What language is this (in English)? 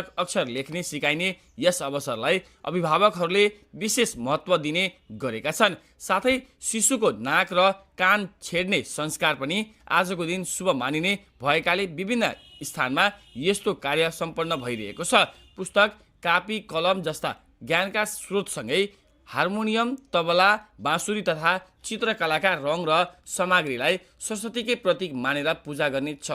Nepali